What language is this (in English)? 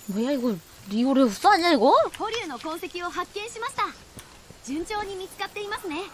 Korean